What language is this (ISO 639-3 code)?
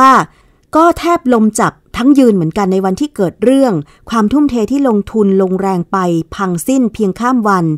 tha